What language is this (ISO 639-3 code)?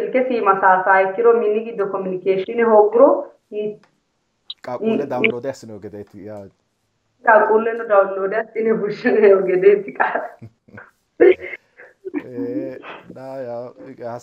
sid